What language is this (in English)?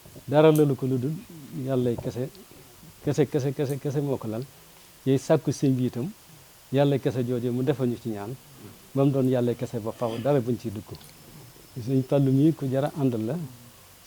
Wolof